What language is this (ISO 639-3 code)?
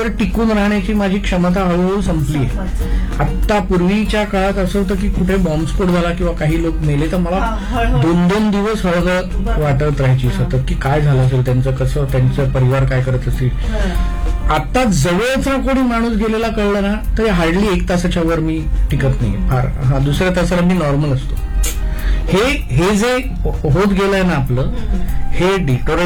mar